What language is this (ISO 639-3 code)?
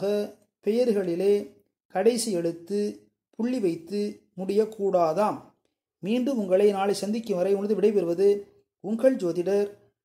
tam